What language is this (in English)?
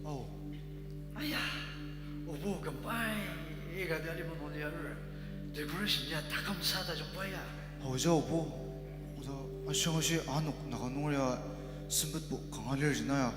Ao Naga